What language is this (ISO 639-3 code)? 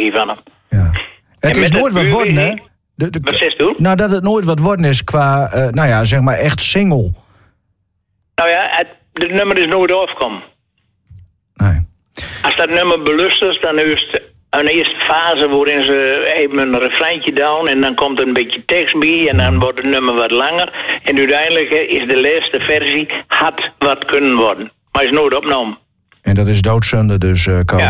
nld